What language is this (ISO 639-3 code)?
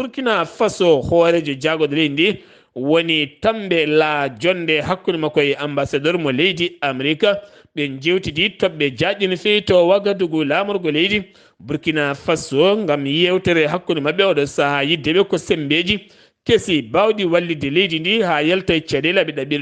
ful